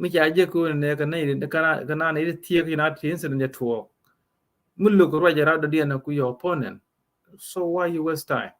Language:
Nuer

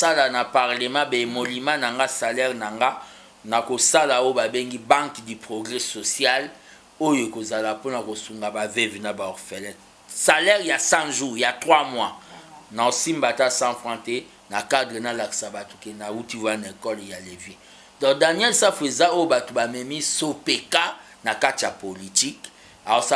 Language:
Lingala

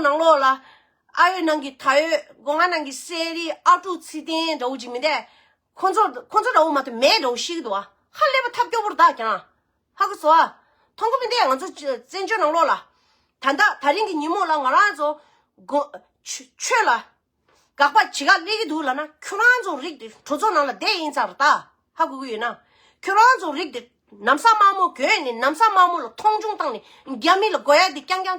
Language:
Tibetan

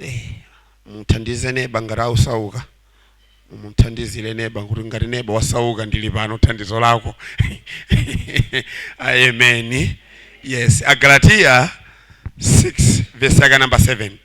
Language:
Nyanja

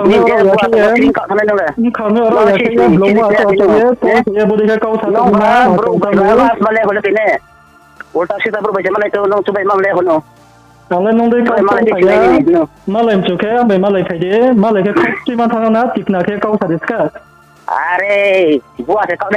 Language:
Riang (India)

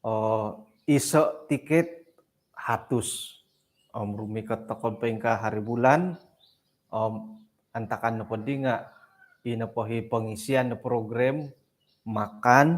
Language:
Central Dusun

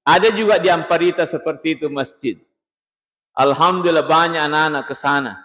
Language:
Buginese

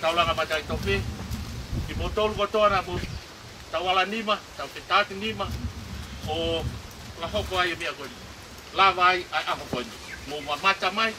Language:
Tongan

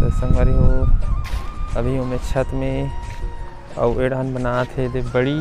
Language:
Chhattisgarhi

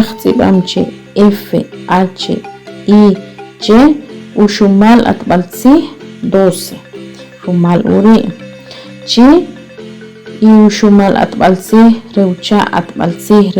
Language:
Achi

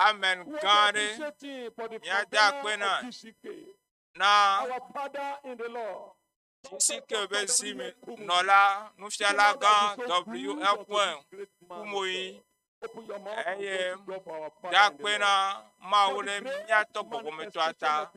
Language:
Ewe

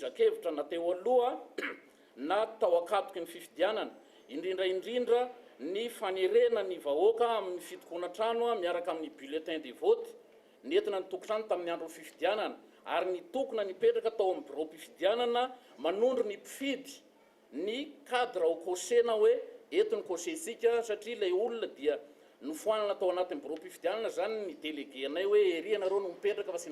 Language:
Malagasy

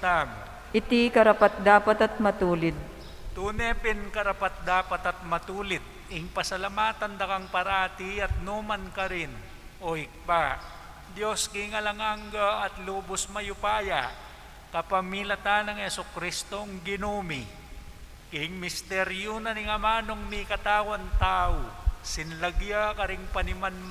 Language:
Pampanga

